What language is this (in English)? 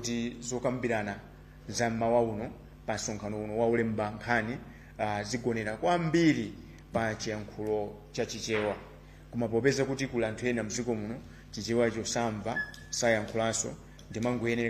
Nyanja